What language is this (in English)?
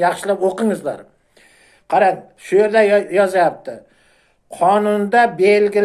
Uzbek